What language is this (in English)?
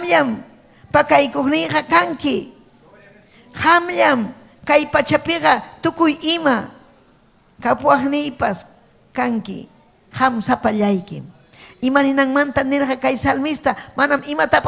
Ayacucho Quechua